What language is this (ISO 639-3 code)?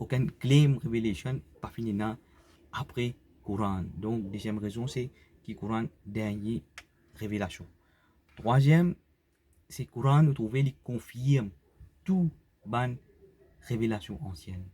mfe